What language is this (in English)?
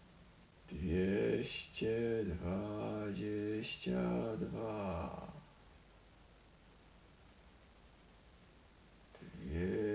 Polish